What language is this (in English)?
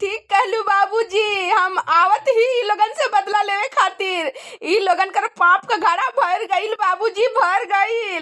Bhojpuri